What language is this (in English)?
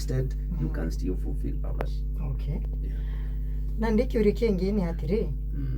Meru